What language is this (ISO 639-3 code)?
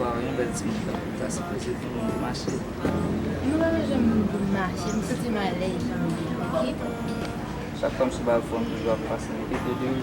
hat